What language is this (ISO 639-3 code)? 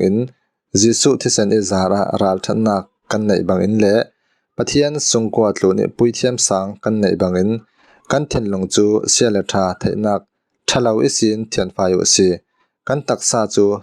cfm